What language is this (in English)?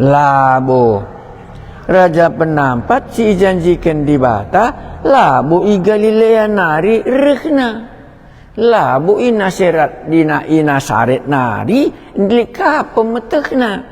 Batak Karo